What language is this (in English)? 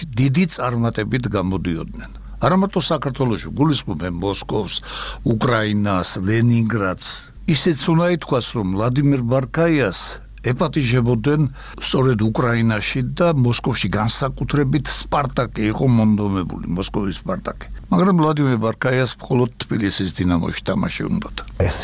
Georgian